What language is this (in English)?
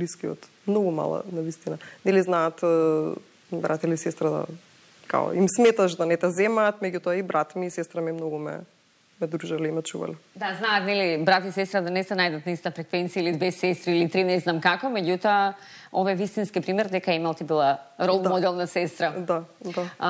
Macedonian